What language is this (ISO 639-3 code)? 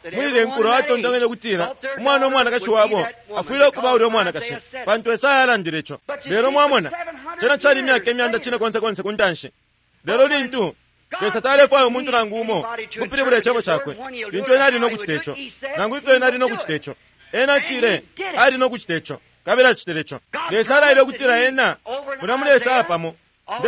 bem